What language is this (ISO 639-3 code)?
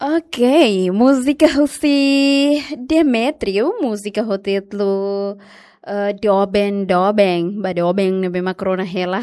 tet